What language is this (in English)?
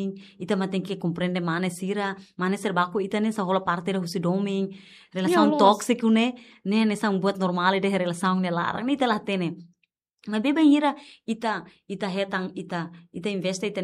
Tetum